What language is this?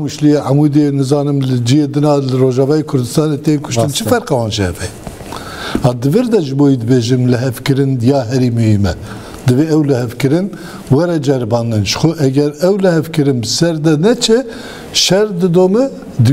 Kurdish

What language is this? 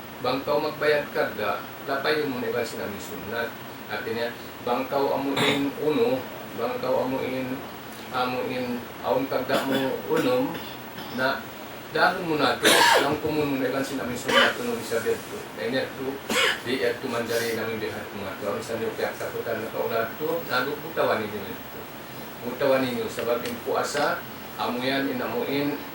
Tausug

